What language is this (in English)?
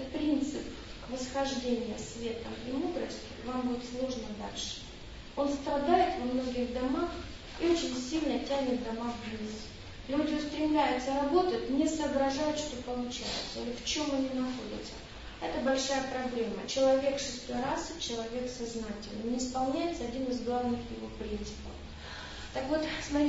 Russian